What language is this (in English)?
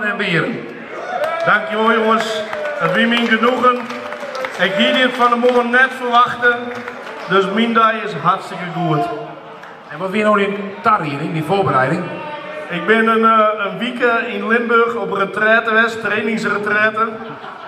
Western Frisian